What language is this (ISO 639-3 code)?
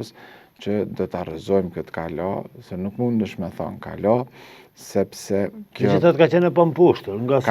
sqi